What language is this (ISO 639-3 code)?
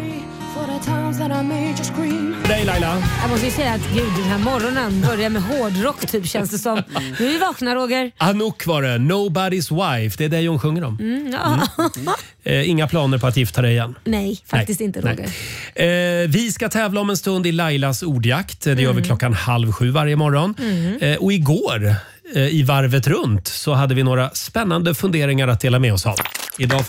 swe